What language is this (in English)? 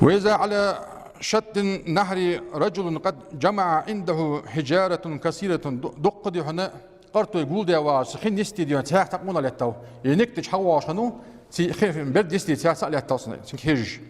Ingush